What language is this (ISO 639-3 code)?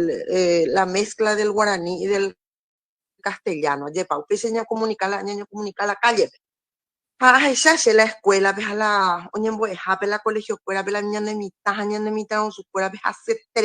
grn